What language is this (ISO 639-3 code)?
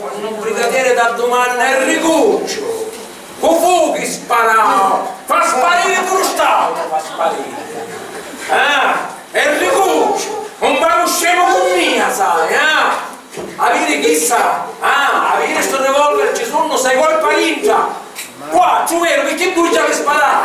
scn